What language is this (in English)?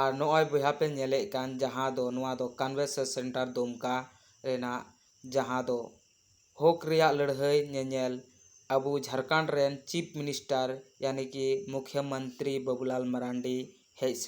Santali